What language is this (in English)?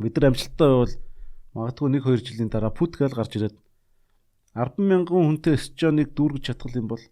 Mongolian